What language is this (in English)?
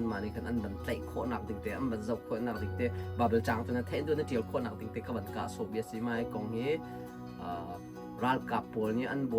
Hakha Chin